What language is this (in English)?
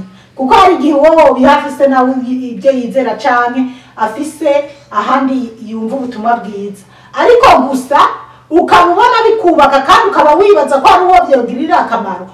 Rundi